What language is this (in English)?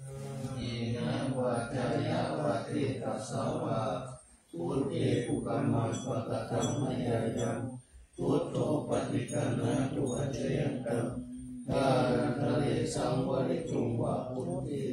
Pali